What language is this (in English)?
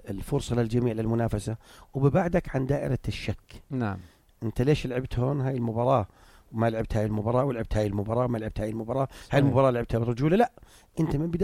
North Levantine Arabic